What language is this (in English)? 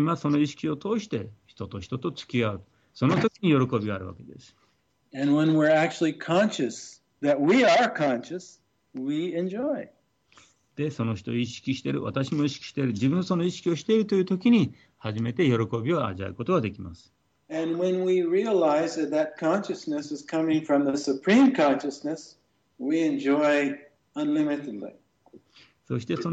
Japanese